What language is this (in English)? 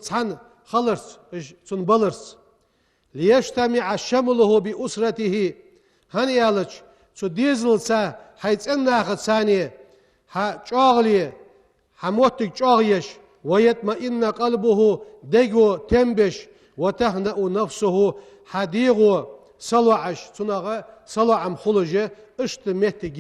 Ingush